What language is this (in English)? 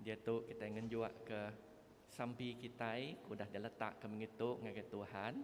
Iban